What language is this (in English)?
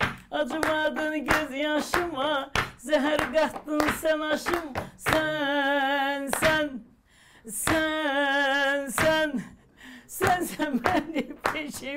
Azerbaijani